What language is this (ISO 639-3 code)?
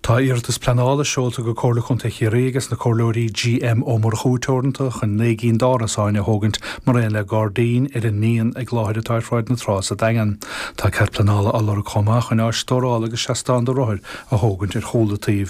gle